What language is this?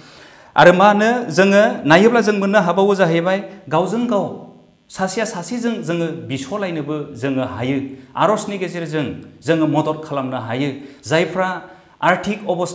Bodo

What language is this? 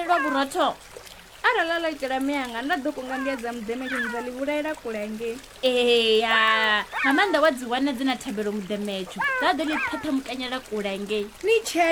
Venda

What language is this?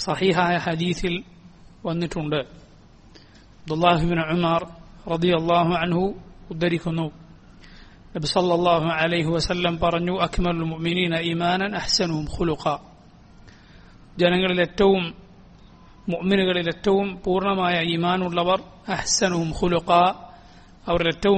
Malayalam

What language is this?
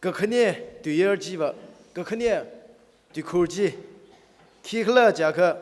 Tangkhul Naga (India)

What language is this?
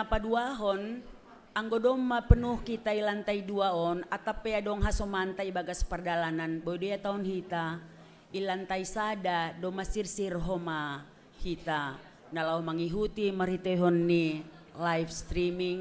Batak Simalungun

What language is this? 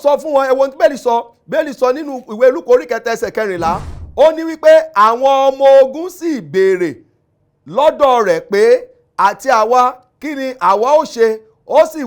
Yoruba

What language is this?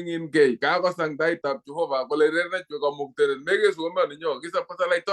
Kalenjin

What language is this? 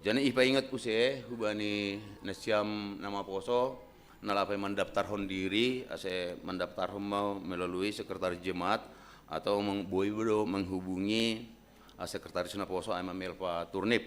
Batak Simalungun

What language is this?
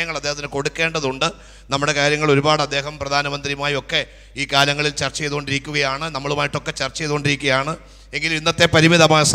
Malayalam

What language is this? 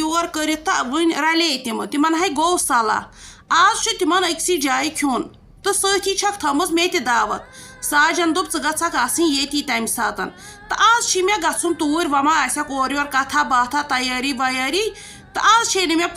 Kashmiri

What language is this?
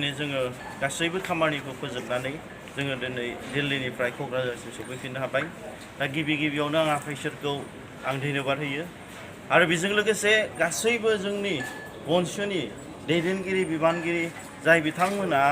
Bodo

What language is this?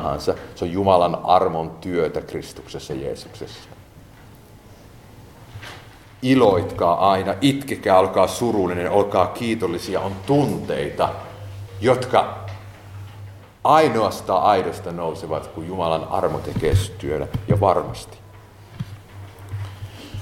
Finnish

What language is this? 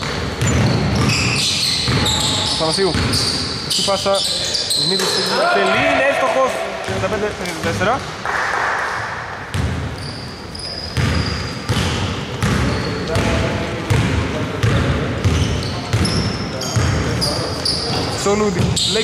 Greek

